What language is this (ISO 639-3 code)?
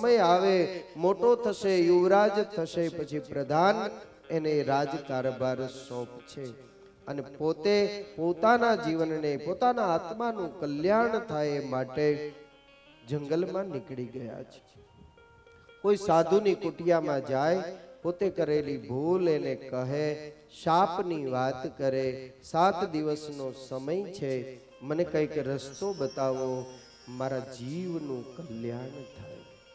guj